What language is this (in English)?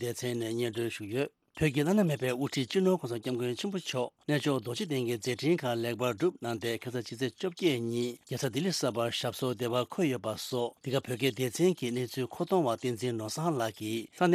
Tibetan